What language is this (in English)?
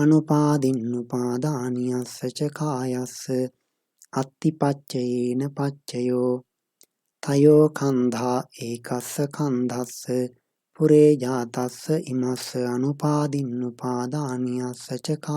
Pali